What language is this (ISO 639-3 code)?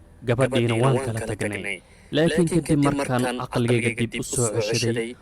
som